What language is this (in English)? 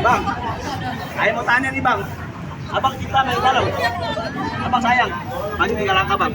Betawi